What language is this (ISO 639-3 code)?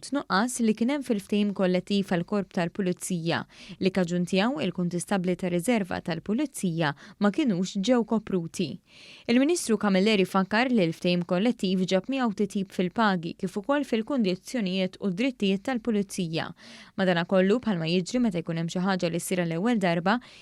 mlt